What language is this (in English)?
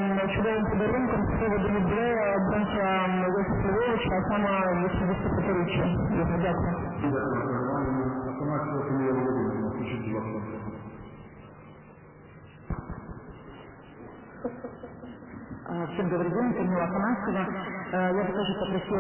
Ukrainian